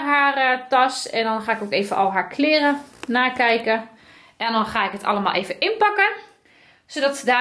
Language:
Dutch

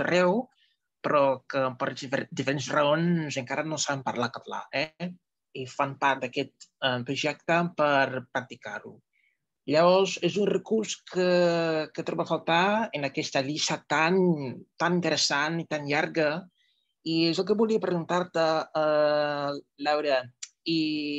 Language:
Catalan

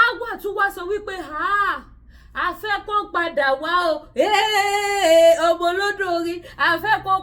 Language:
Yoruba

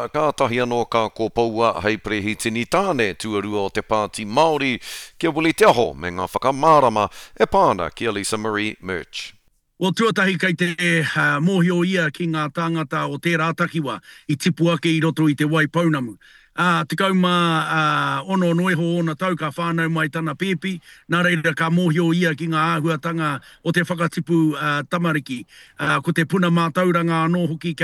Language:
Māori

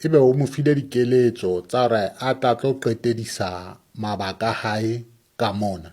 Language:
Southern Sotho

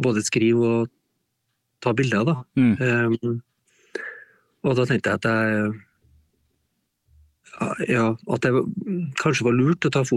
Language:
Norwegian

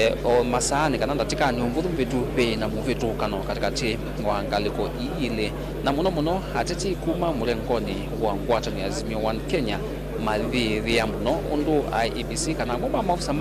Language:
Kamba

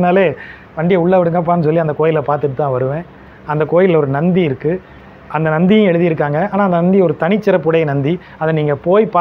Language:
Tamil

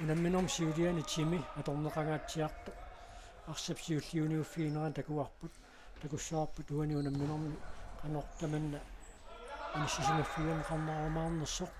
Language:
Kalaallisut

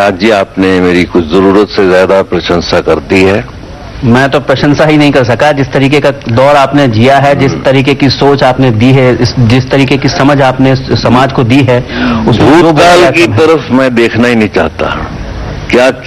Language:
Hindi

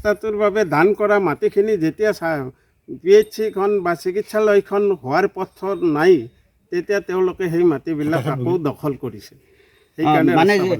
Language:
Assamese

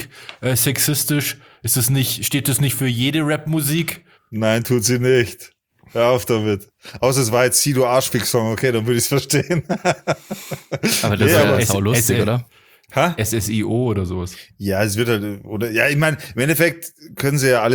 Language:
German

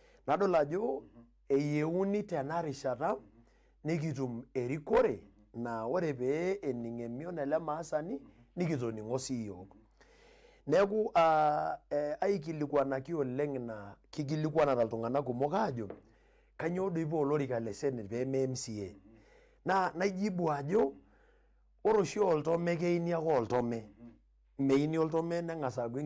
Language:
Masai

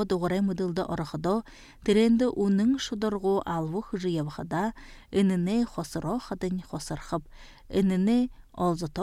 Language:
Buriat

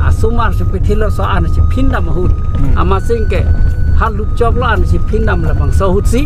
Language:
Karbi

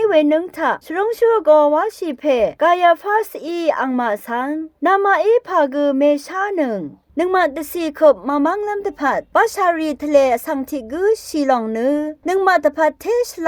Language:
Rawang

